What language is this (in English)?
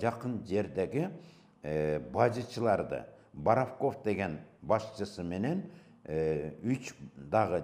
Kyrgyz